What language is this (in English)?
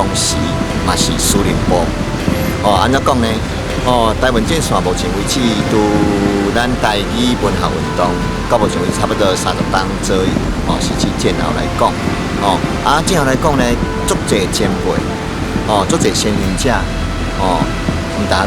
Min Nan Chinese